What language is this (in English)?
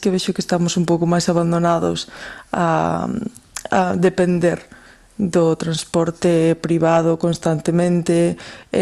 Galician